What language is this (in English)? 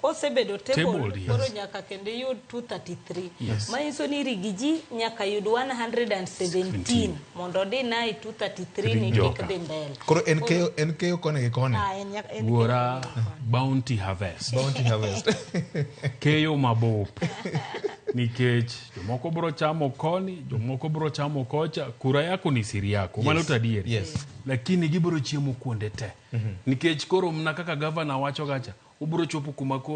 Luo (Kenya and Tanzania)